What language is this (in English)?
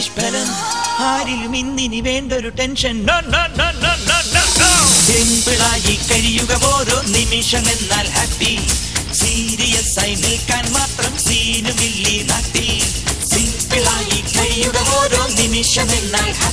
Malayalam